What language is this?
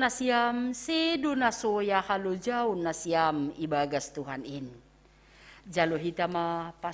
Batak Simalungun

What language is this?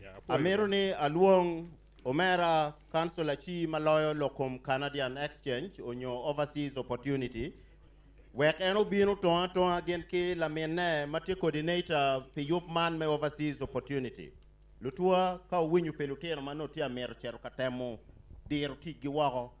Acoli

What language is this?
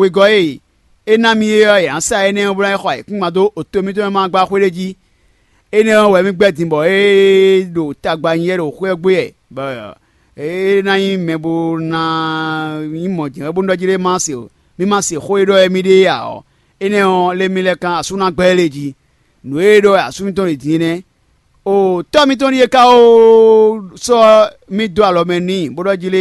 Fon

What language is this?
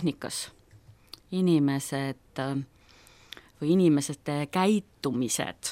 Estonian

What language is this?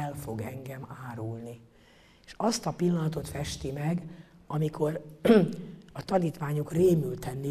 Hungarian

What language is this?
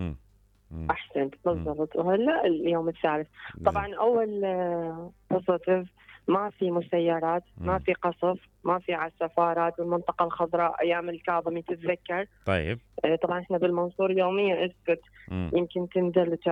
Mesopotamian Arabic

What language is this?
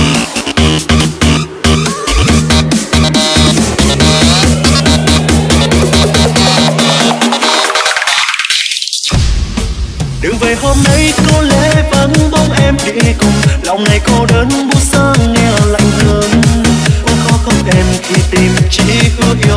Vietnamese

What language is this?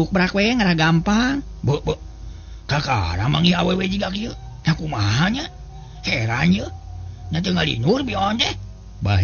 Sundanese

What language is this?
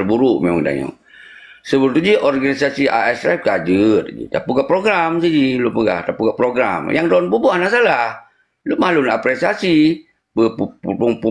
Achinese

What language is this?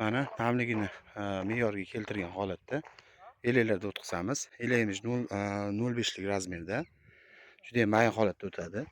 Uzbek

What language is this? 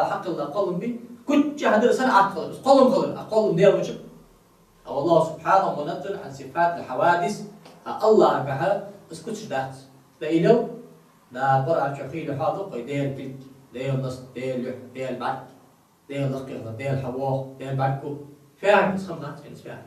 Ingush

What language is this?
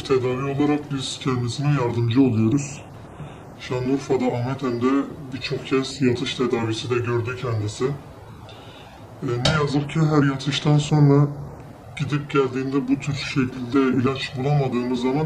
Turkish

